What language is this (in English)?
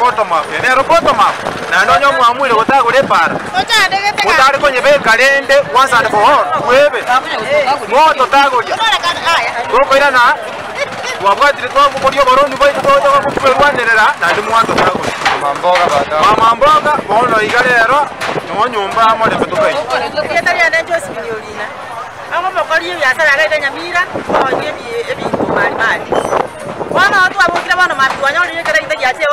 Gusii